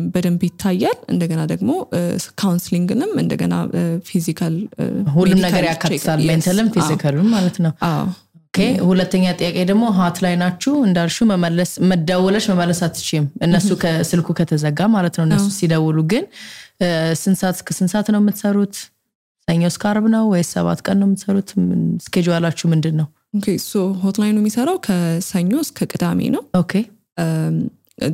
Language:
Amharic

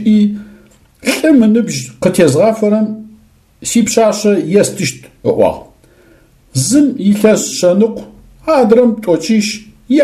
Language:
Adyghe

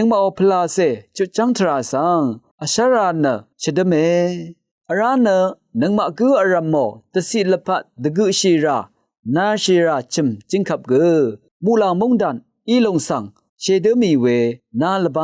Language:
Rawang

